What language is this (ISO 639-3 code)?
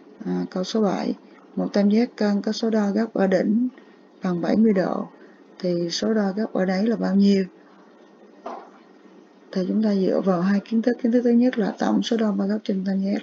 vie